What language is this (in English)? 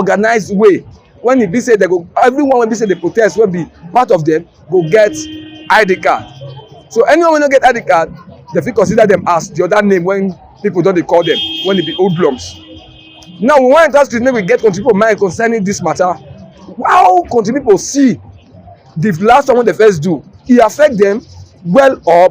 Nigerian Pidgin